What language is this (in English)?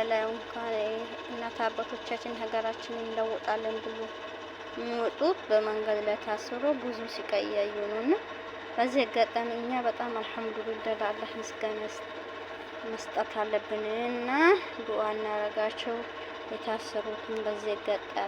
Amharic